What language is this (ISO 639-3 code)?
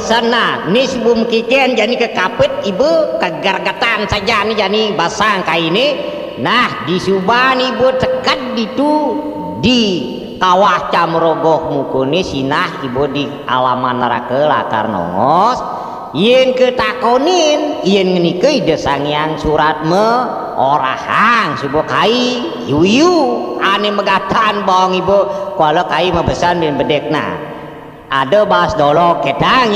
ban